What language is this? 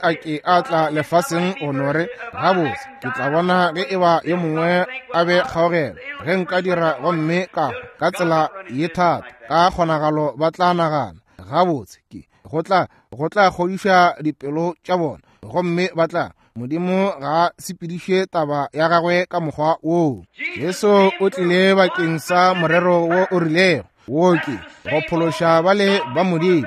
Northern Sotho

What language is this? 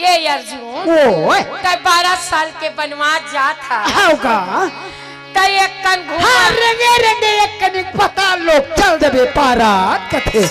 Chhattisgarhi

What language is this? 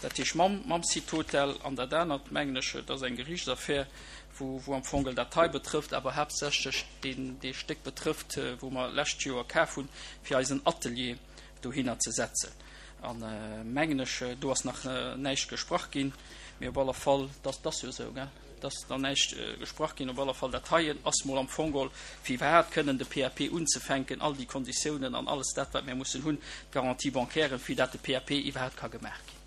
Luxembourgish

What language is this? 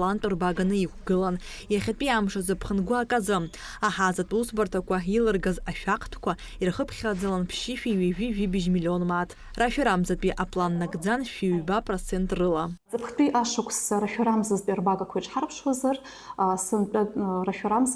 Abkhazian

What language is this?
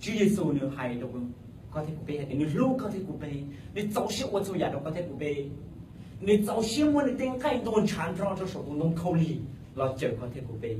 Hmong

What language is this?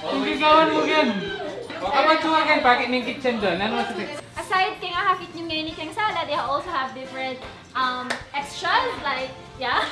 Pampanga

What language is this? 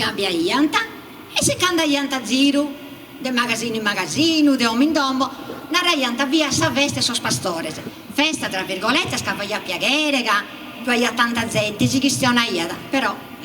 Sardinian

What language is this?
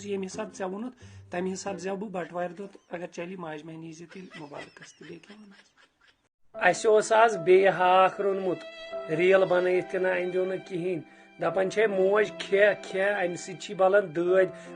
Kashmiri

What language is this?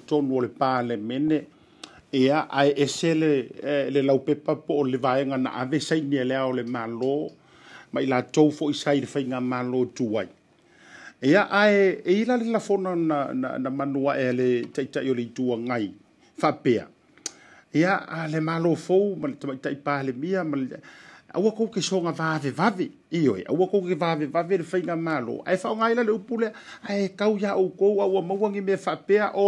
Samoan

